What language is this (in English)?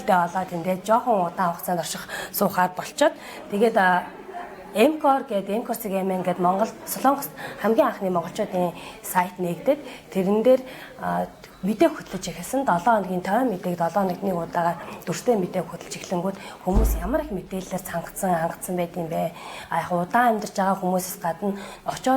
Mongolian